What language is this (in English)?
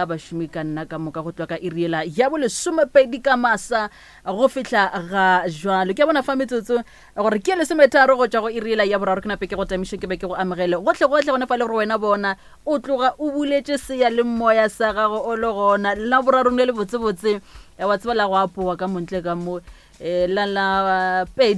Northern Sotho